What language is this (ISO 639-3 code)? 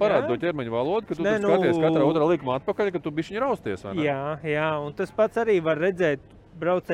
lav